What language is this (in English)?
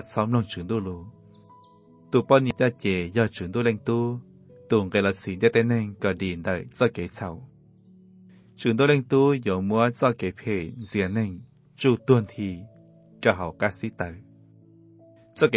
Vietnamese